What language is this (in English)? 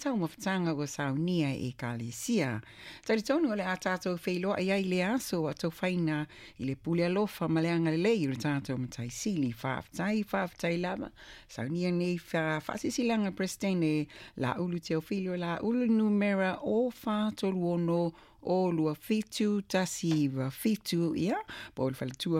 Samoan